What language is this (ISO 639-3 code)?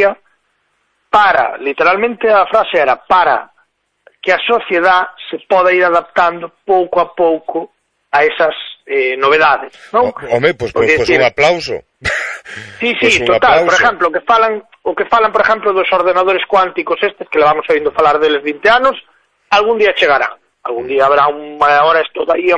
glg